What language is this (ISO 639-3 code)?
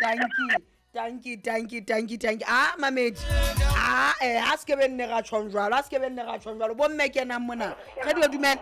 sot